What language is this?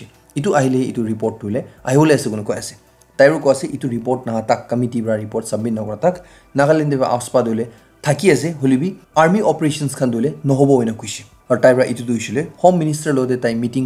Naga Pidgin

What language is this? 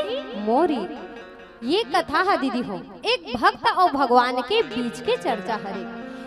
Chhattisgarhi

